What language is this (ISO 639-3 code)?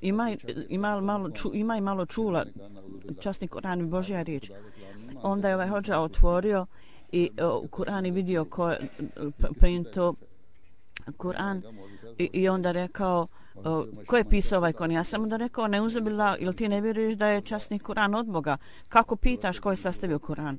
bos